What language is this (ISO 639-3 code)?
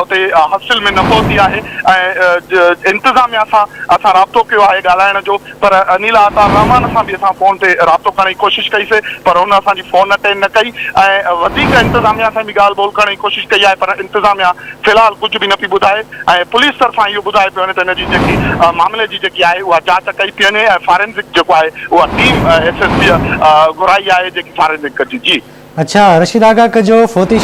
snd